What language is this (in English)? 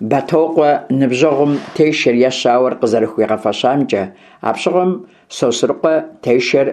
Kabardian